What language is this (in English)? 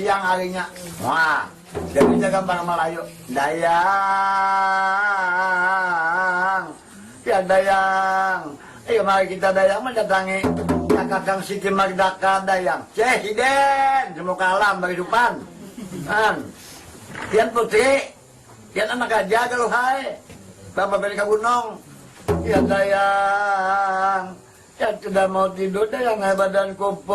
Banjar